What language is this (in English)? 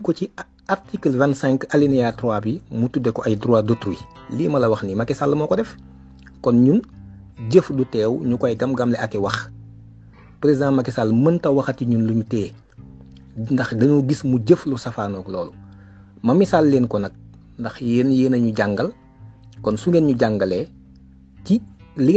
Wolof